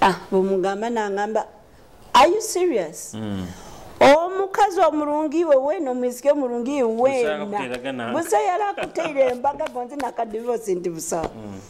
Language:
Nyoro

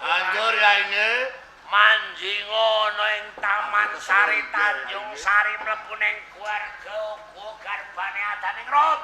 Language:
Javanese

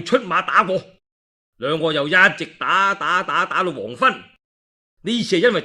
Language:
Cantonese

